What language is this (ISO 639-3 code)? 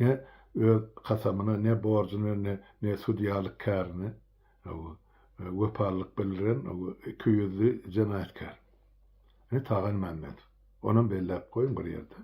tuk